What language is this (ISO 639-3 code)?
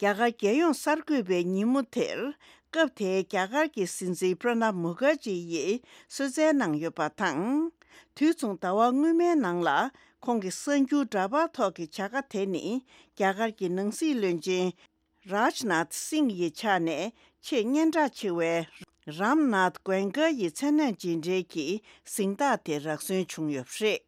bod